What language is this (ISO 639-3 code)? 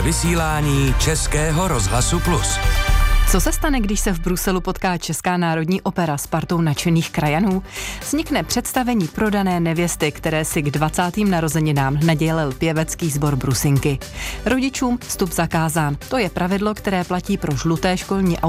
ces